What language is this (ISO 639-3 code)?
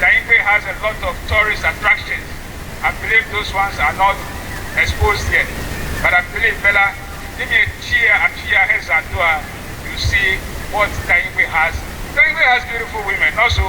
ewe